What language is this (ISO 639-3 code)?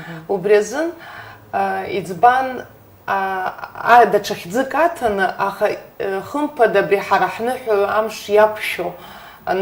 abk